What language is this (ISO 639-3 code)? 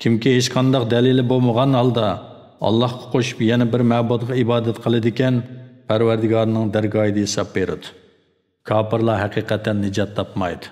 uig